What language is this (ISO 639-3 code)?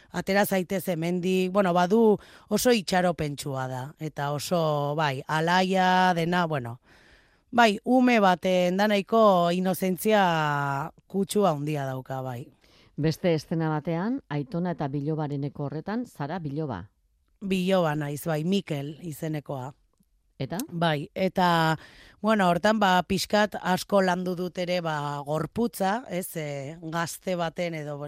eus